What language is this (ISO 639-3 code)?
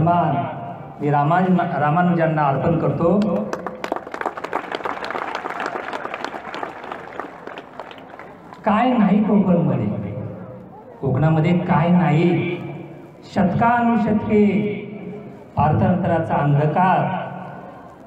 mar